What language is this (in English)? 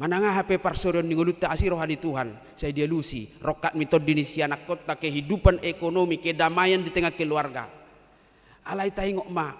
Batak Toba